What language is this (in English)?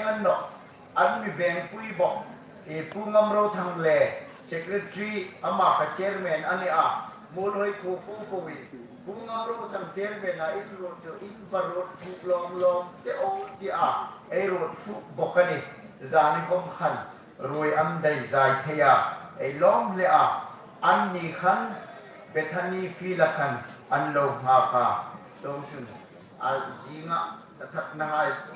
Hmar